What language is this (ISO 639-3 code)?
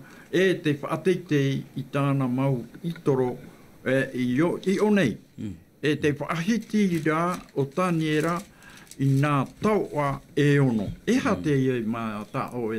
tah